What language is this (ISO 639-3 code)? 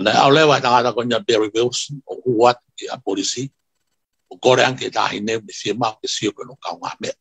ton